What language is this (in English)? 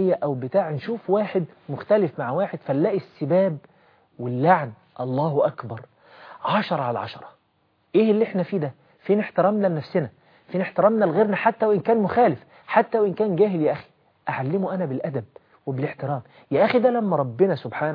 Egyptian Arabic